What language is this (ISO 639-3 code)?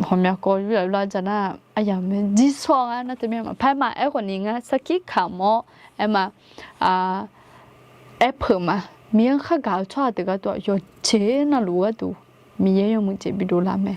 ahk